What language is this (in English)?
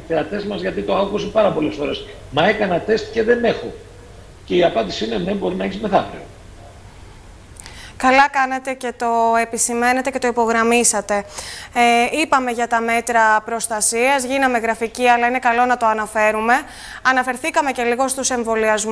Greek